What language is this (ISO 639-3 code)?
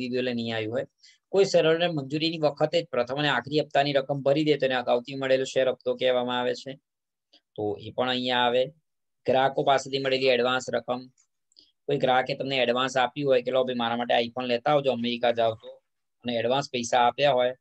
guj